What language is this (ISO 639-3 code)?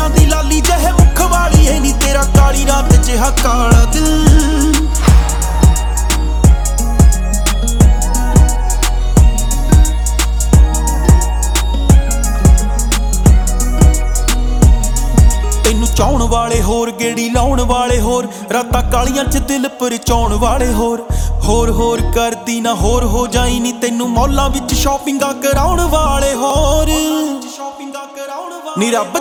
pan